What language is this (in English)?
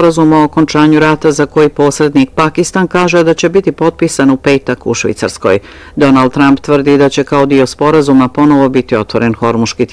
Bosnian